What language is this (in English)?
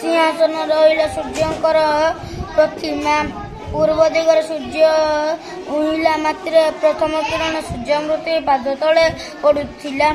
Odia